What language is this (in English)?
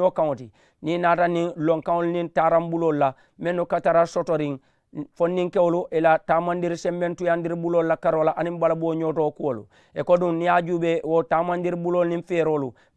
Mandingo